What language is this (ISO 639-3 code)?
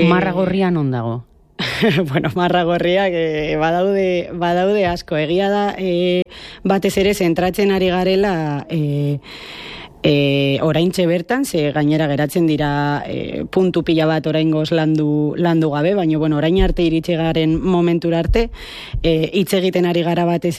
eus